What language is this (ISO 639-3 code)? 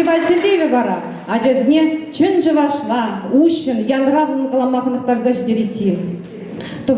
chv